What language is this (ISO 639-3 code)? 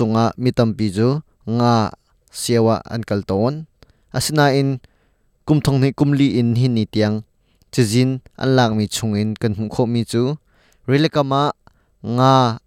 cnh